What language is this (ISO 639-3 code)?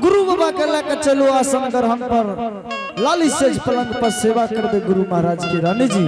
anp